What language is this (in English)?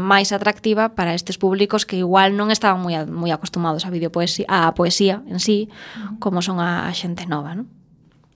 Galician